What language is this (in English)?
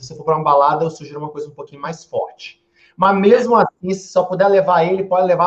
Portuguese